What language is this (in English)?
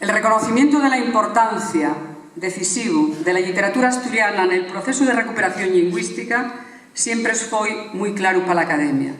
Asturian